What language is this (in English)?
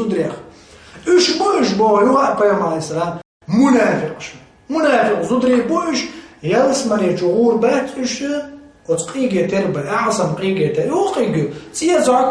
Chechen